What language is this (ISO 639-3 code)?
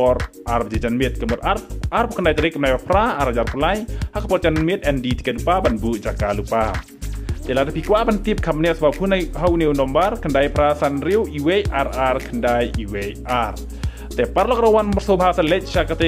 kha